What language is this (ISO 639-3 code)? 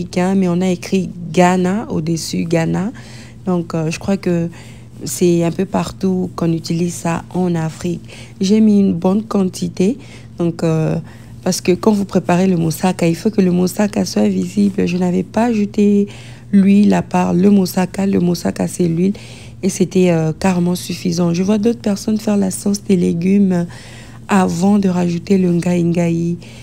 fra